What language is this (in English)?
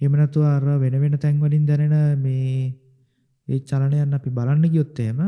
Sinhala